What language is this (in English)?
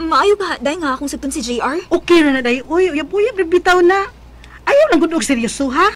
Cebuano